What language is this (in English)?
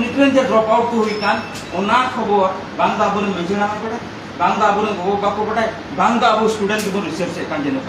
Santali